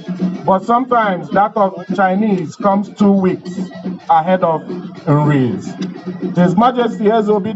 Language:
Igbo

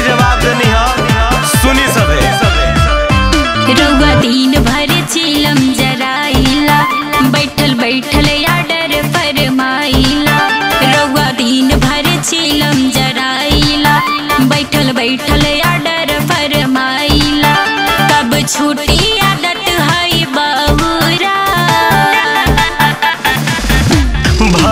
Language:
Bhojpuri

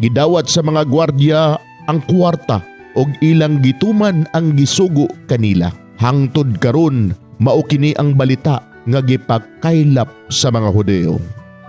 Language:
Cebuano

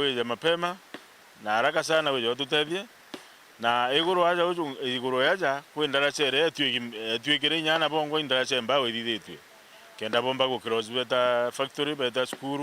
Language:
Meru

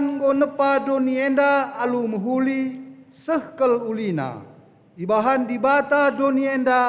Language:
Batak Karo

